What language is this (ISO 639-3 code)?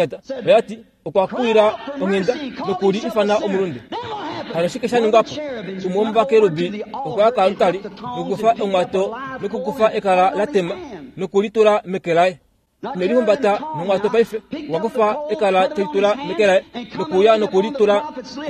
kua